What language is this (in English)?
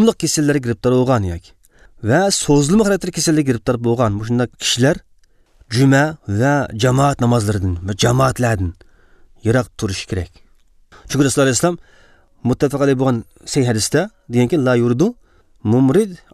Uyghur